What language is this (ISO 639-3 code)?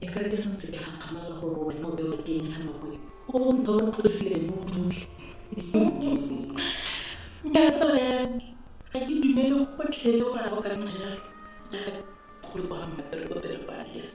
tsn